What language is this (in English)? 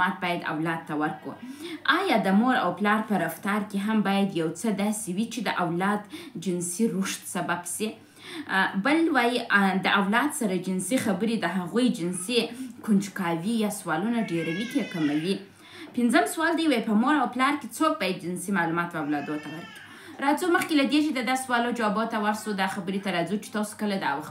Pashto